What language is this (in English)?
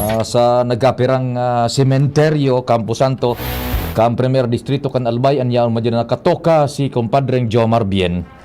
Bikol